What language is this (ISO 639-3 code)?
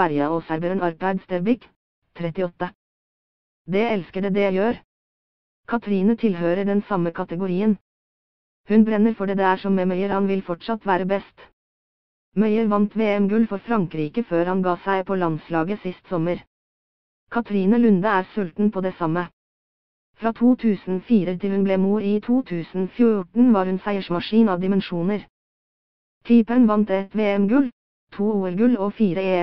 nor